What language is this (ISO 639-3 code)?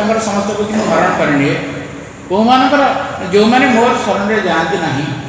ori